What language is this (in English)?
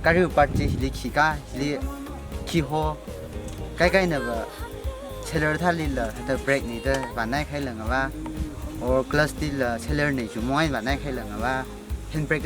Tangkhul Naga (India)